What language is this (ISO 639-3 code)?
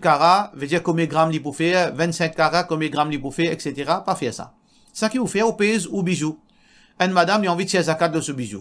mfe